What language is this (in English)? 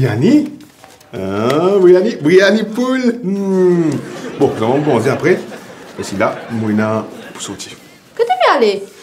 Morisyen